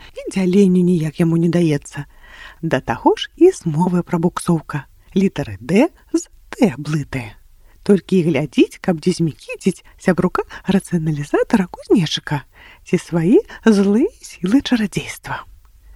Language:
Belarusian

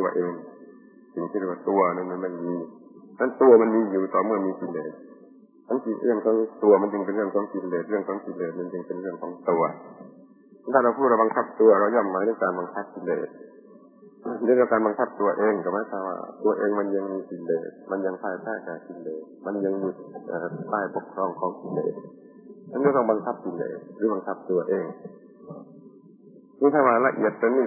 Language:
Thai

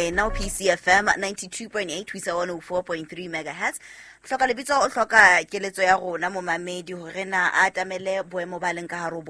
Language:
Southern Sotho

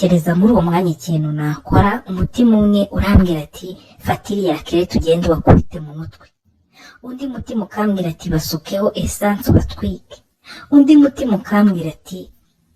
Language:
Kinyarwanda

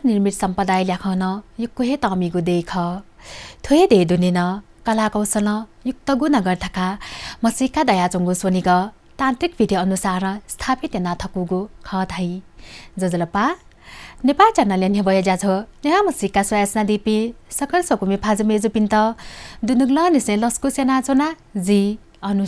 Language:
Newari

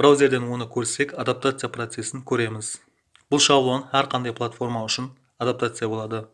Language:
Kara-Kalpak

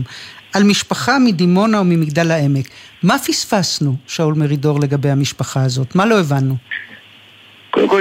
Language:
Hebrew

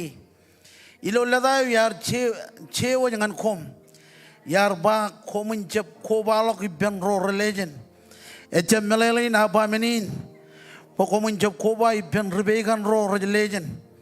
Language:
Marshallese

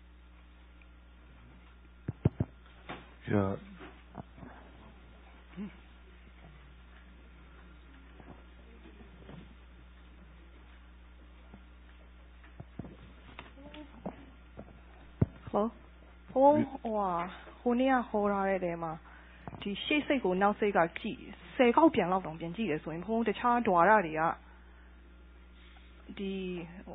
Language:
Burmese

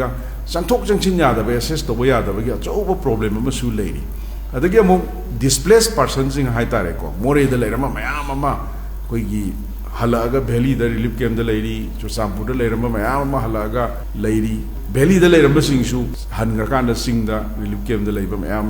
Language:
Manipuri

